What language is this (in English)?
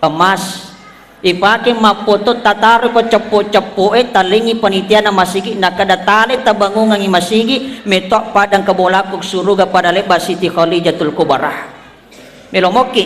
Buginese